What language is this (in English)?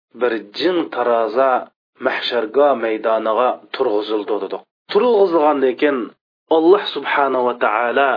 Uyghur